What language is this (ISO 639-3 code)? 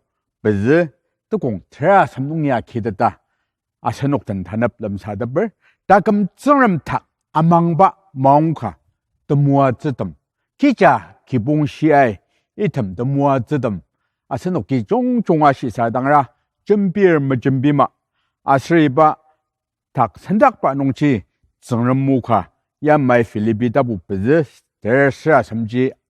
njo